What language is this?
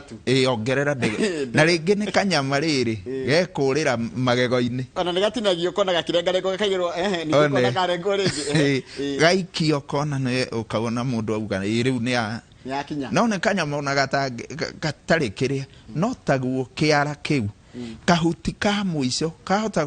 Kikuyu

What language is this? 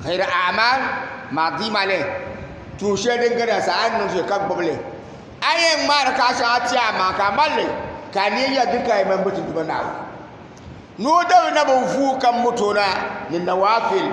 Dagbani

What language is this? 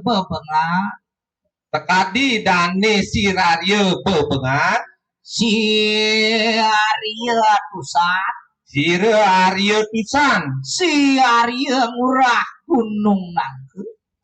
Balinese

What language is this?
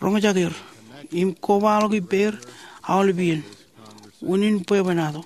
Marshallese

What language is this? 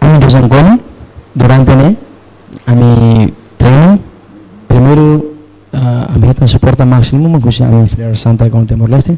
Tetum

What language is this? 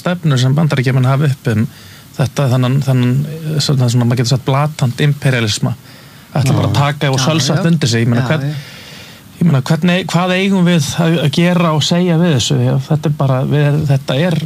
Icelandic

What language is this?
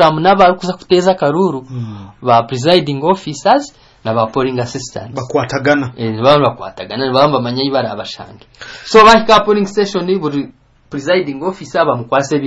Kinyarwanda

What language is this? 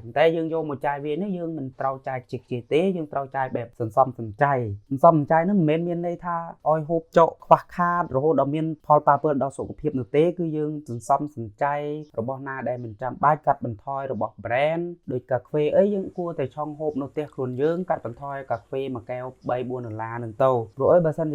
Khmer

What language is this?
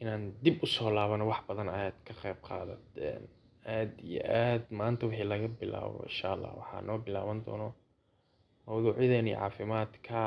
Somali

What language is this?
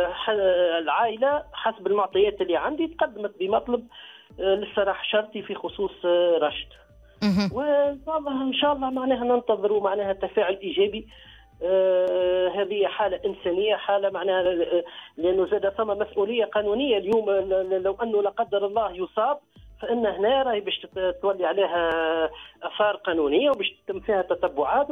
Tunisian Arabic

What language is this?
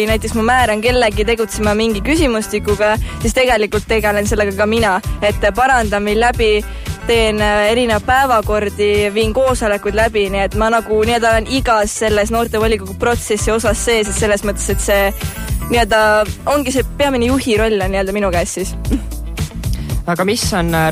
Estonian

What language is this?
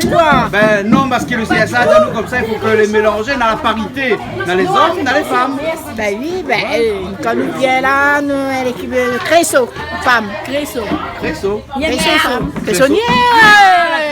Réunion Creole French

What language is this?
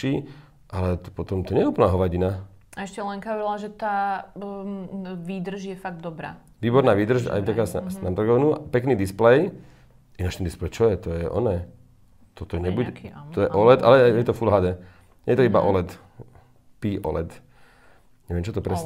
Slovak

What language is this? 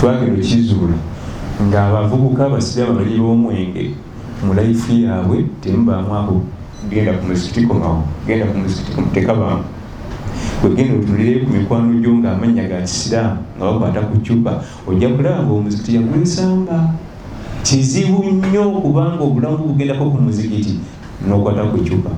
Ganda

